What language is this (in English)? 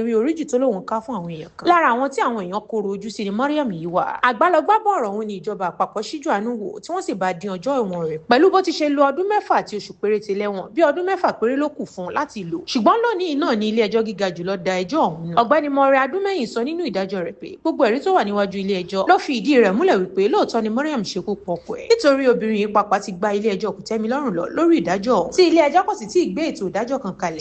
Yoruba